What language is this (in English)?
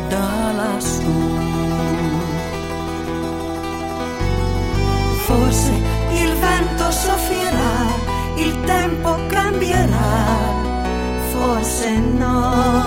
Italian